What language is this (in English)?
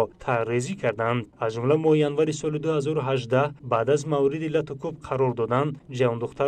Tajik